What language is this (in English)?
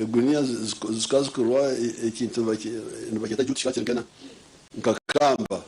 Nyankole